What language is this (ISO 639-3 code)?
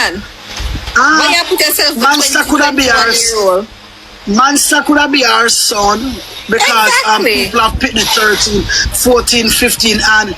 jam